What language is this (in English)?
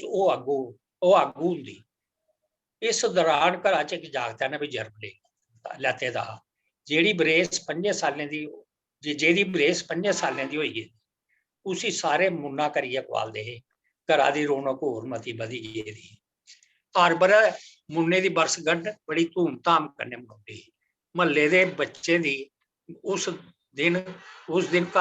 Dogri